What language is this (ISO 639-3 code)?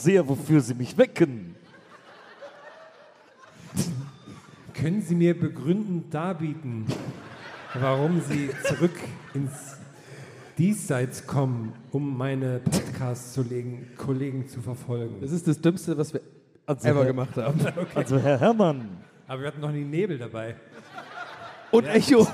deu